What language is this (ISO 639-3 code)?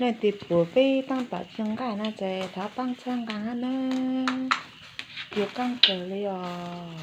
hmn